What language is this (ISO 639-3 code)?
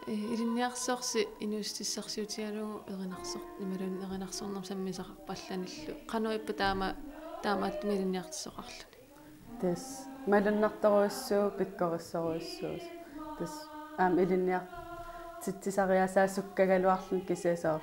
kal